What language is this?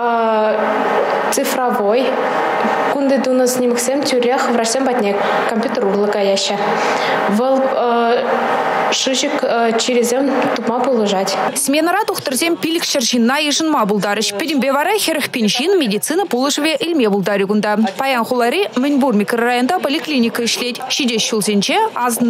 Chuvash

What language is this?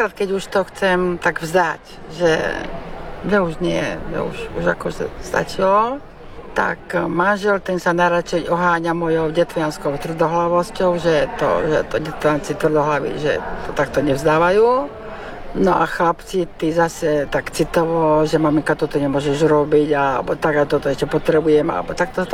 Slovak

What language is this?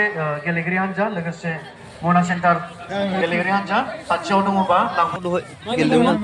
Bodo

